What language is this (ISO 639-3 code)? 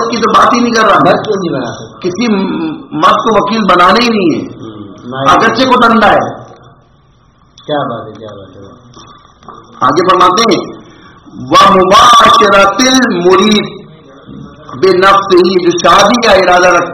urd